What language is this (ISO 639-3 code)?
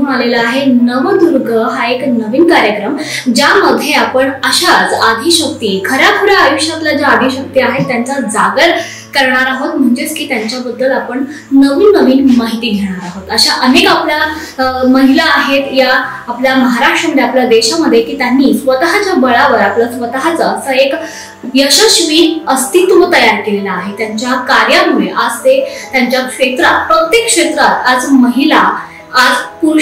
mar